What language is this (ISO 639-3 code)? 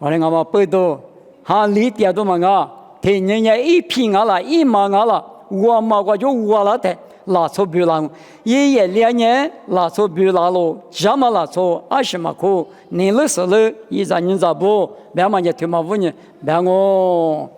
lis